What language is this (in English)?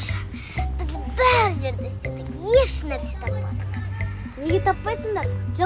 Kazakh